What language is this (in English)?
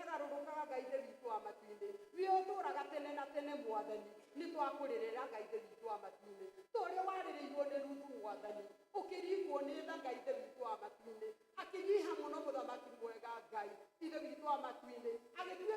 Kikuyu